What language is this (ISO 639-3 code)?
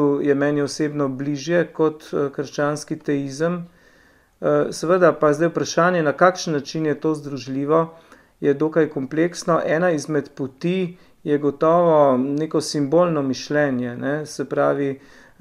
slv